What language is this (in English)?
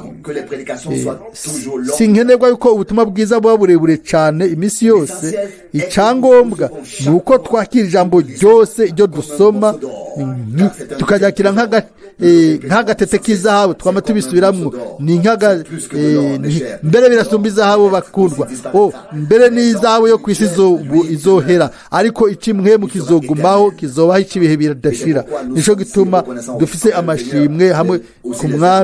Rundi